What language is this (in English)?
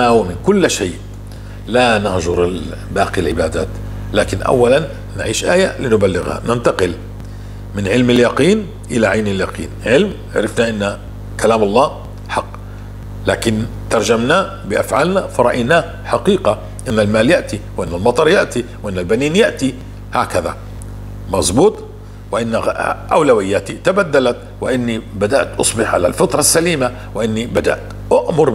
North Levantine Arabic